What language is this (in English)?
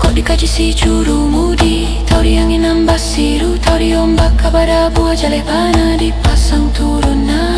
Minangkabau